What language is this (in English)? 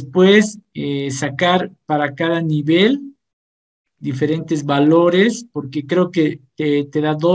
Spanish